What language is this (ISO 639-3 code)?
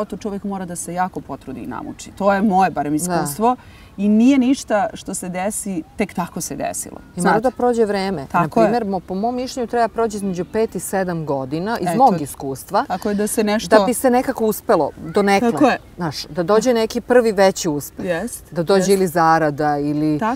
srp